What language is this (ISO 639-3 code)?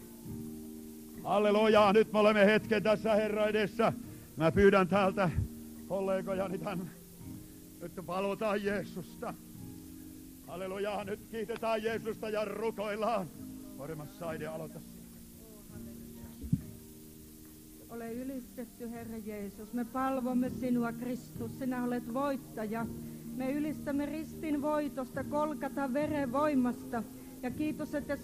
fin